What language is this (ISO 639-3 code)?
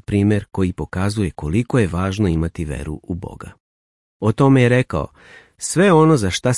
srp